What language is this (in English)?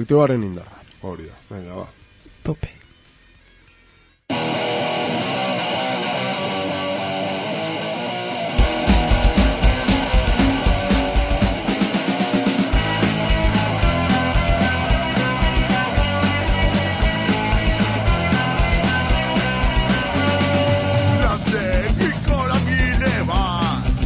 Basque